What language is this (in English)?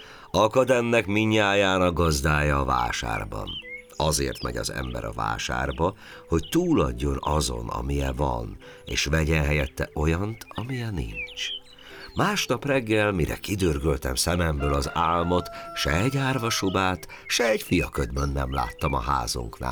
Hungarian